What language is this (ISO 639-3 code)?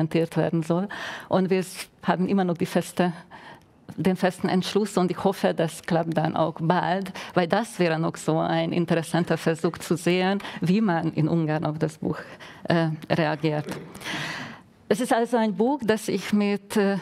deu